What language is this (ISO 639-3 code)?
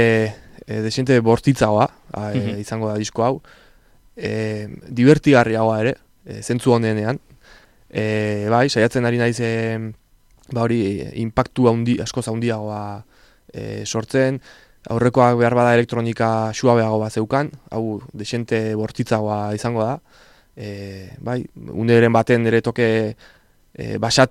eus